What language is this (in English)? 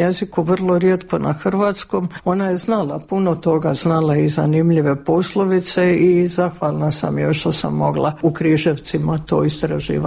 Croatian